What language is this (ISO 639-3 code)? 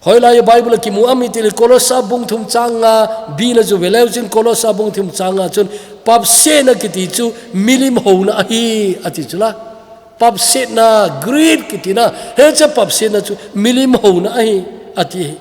tcz